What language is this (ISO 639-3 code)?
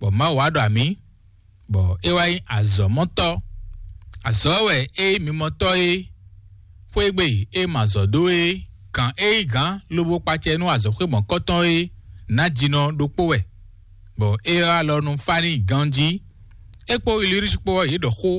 fon